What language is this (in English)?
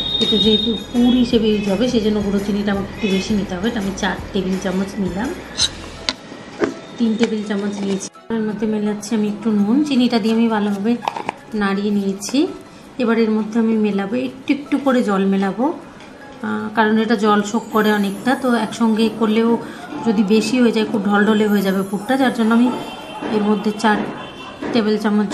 Bangla